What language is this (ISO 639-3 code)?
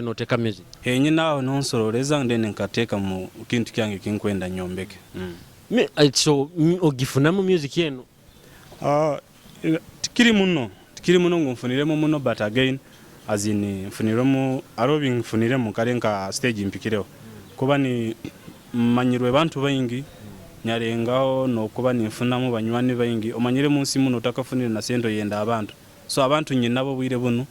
nyo